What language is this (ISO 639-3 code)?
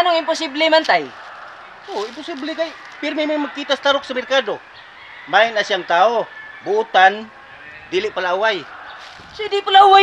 ceb